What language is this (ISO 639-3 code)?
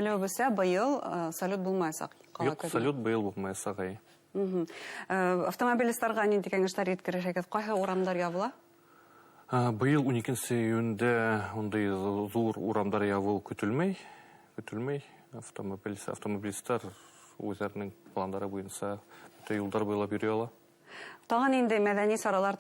bak